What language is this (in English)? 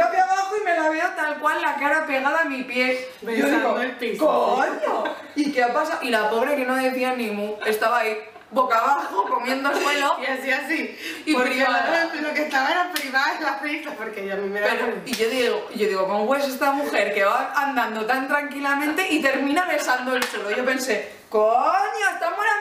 Spanish